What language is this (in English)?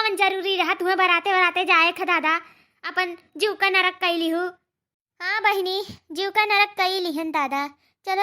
Awadhi